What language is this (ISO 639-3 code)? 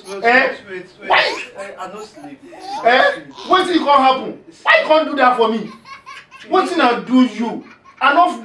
pcm